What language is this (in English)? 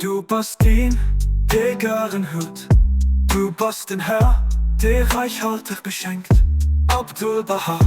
Luxembourgish